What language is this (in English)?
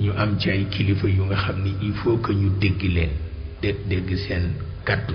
Wolof